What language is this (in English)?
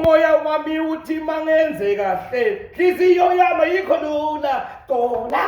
Zulu